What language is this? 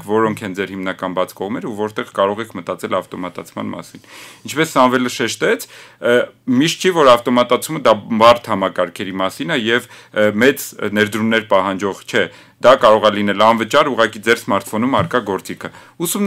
Armenian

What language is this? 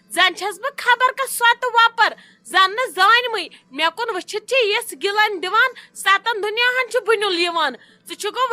Kashmiri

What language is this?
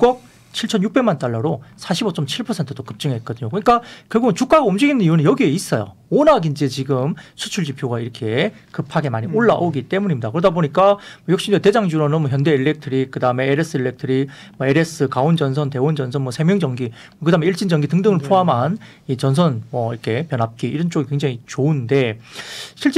Korean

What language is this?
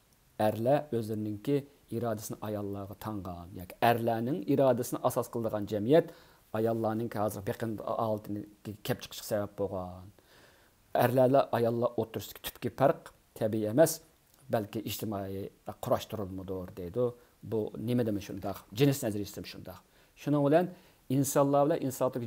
Uyghur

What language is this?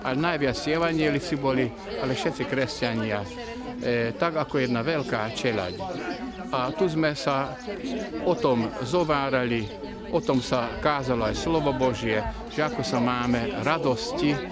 Slovak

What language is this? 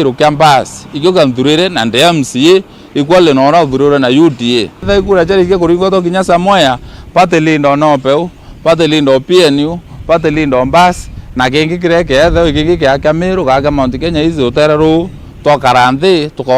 Meru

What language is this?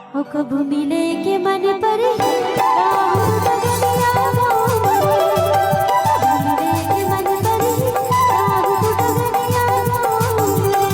Chhattisgarhi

